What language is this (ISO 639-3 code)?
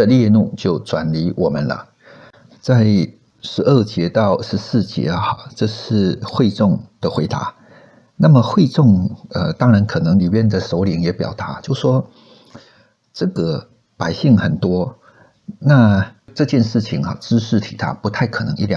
zho